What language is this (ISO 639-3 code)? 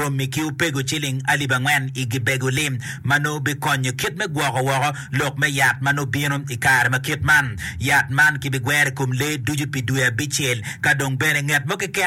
ach